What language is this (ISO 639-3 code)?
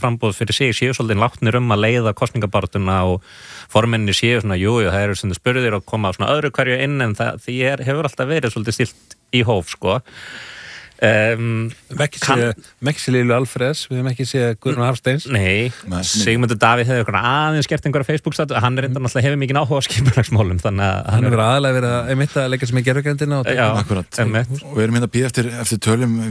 isl